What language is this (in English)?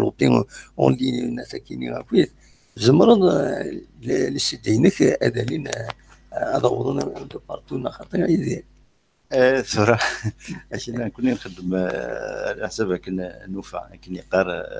Kabyle